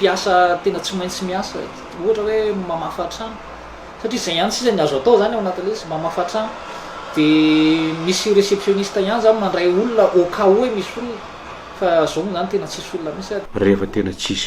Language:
Malagasy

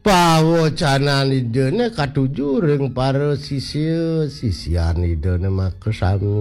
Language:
Balinese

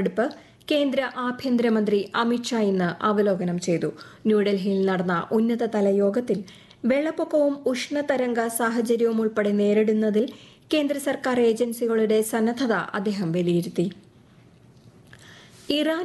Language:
Malayalam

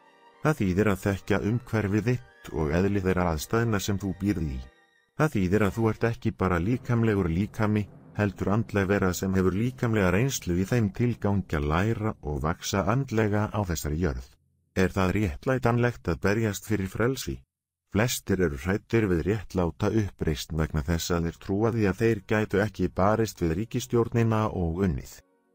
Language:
Icelandic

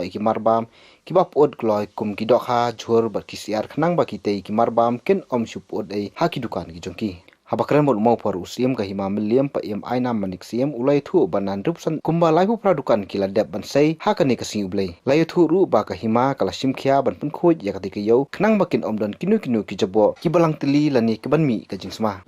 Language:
Khasi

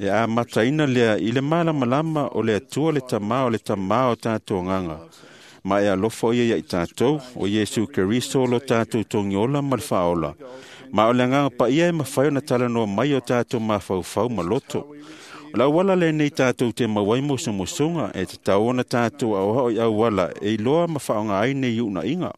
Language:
Samoan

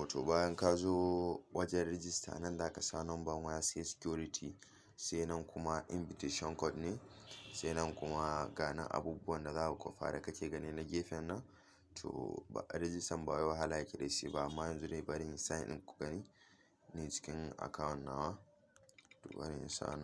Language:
Hausa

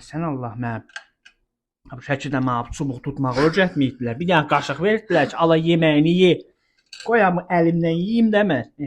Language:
Azerbaijani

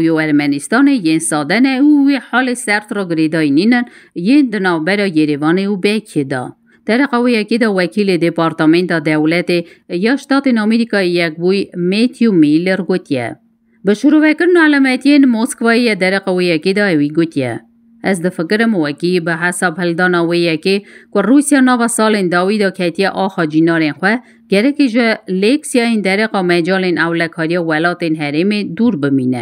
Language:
Kurdish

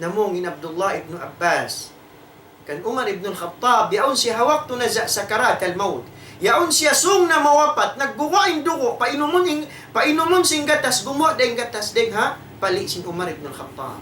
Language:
Tausug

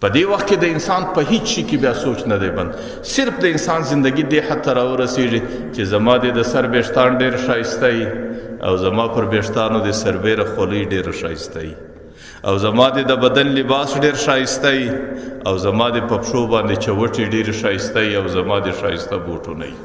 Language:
Pashto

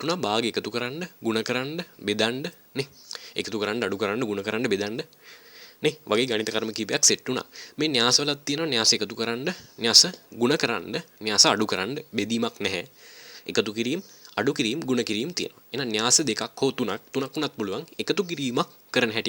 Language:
Sinhala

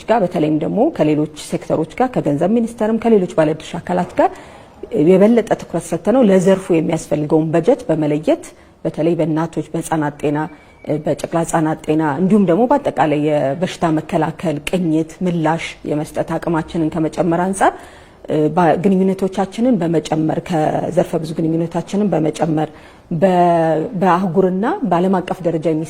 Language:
Amharic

